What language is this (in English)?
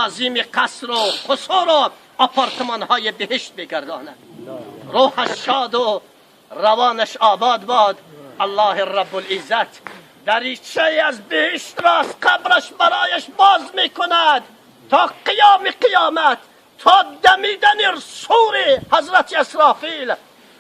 Tajik